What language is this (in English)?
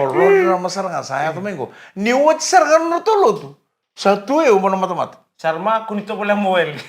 Fijian